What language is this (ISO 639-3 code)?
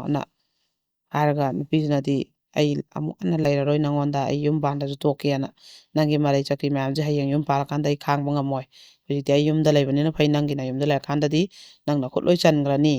mni